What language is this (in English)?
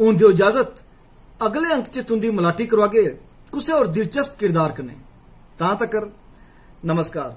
Dogri